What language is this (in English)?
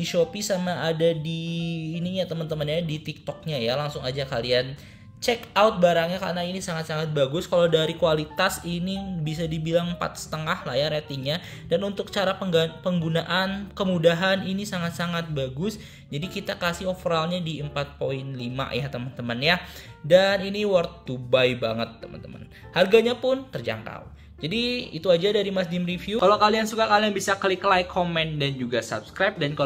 Indonesian